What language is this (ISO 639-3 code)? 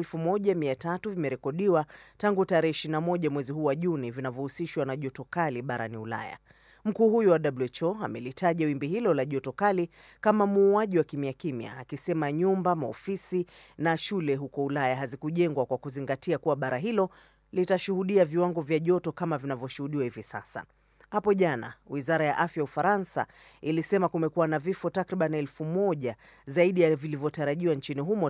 swa